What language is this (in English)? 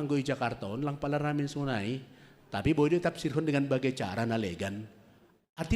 Batak Simalungun